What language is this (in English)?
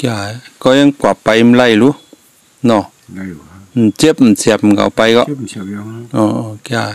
Shan